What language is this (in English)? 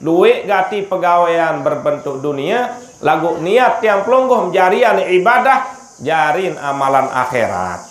Sasak